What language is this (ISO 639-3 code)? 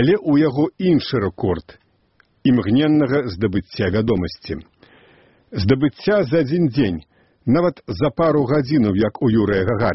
bel